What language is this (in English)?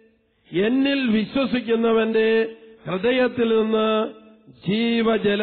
Malayalam